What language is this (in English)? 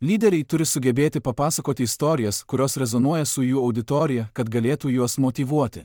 Lithuanian